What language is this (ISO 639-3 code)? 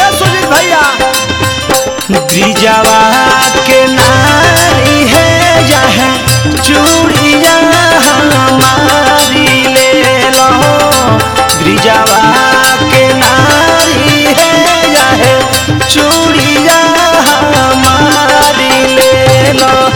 bho